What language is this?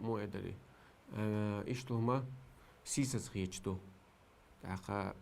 Chechen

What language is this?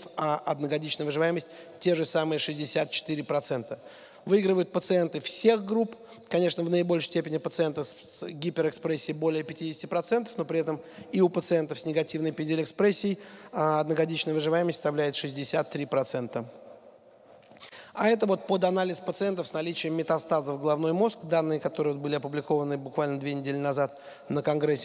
Russian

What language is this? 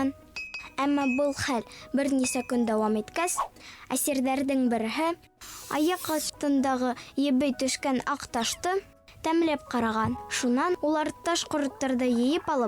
Bashkir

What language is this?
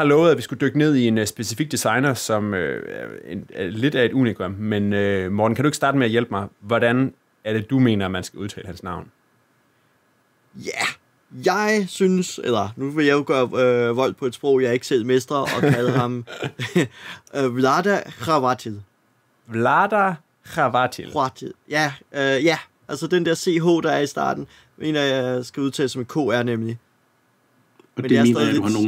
Danish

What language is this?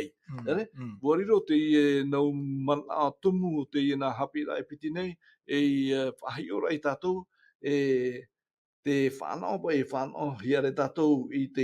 Tahitian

